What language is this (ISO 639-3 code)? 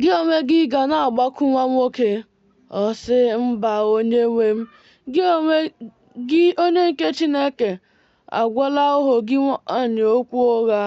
ibo